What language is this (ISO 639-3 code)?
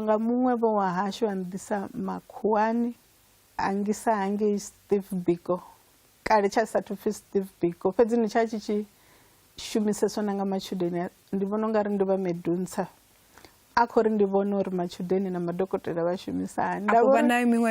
ven